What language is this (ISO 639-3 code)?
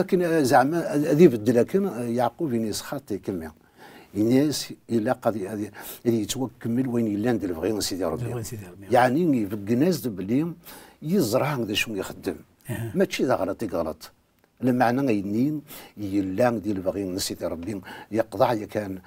kab